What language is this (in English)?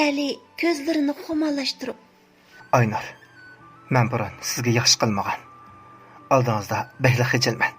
Uyghur